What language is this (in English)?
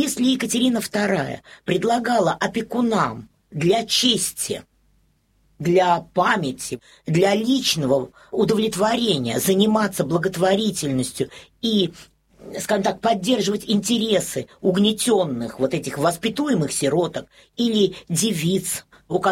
Russian